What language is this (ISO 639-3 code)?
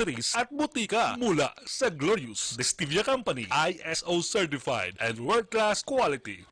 bik